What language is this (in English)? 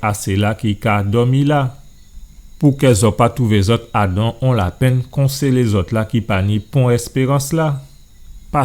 Guadeloupean Creole French